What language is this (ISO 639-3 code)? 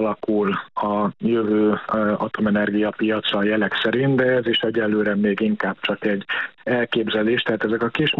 hun